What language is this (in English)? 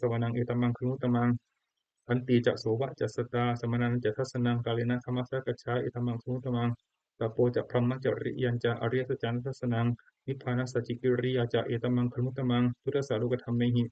Pali